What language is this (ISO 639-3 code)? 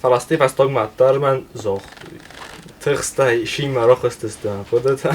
oss